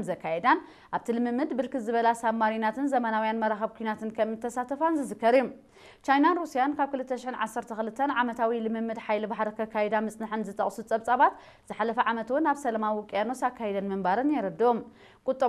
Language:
Tigrinya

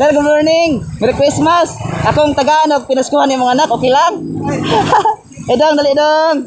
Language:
Cebuano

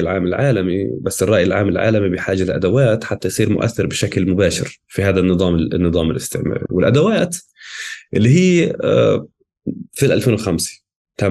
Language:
North Levantine Arabic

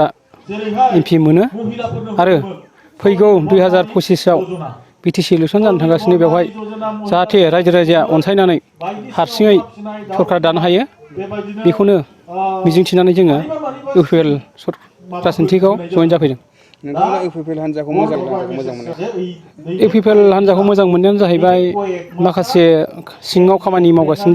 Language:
Bodo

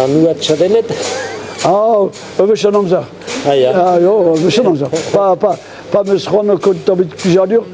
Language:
Breton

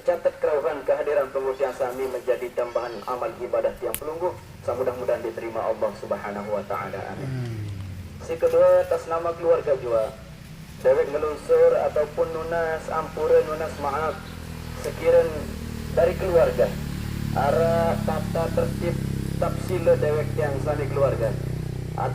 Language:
Sasak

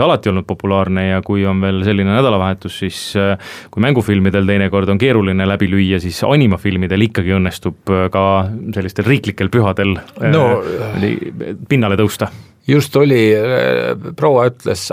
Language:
Estonian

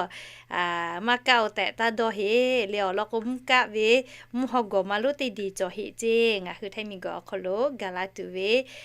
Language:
Lahu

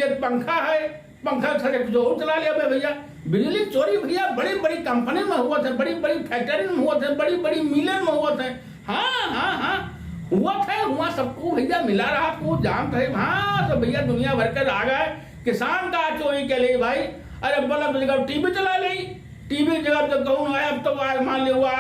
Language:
Awadhi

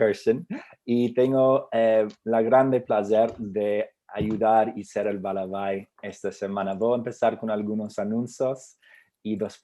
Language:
Ladino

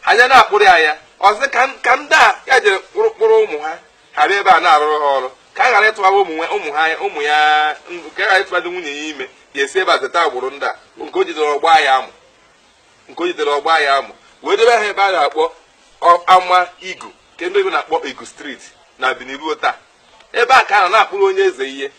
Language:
Igbo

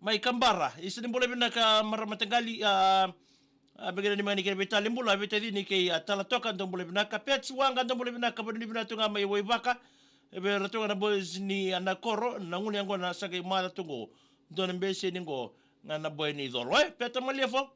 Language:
Fijian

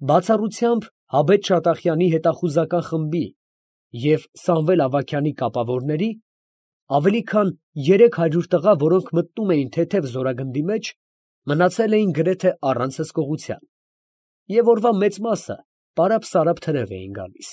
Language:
Armenian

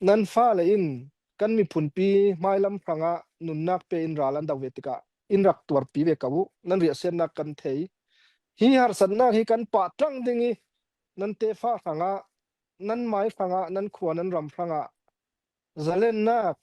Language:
Falam Chin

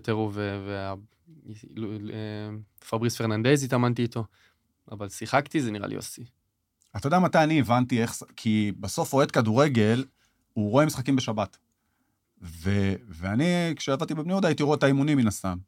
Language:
Hebrew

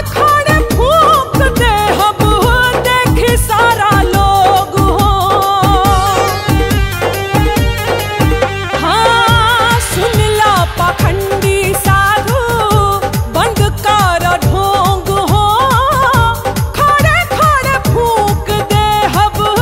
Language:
Bhojpuri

